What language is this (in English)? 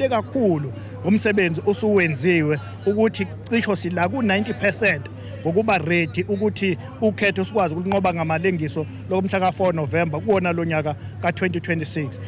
Zulu